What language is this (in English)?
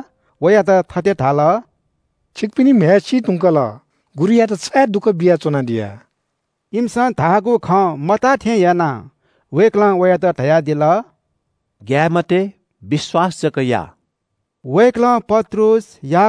Newari